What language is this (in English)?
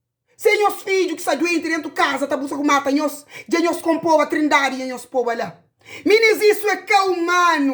Kabuverdianu